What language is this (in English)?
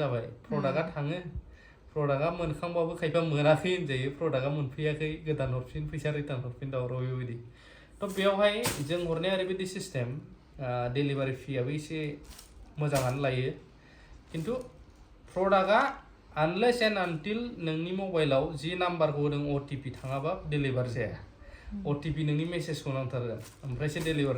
Bodo